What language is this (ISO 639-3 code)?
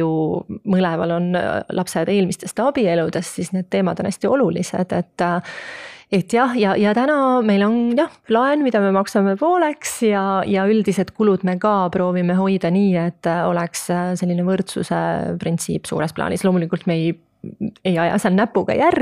est